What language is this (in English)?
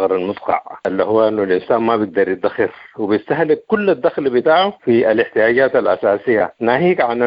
Sudanese Arabic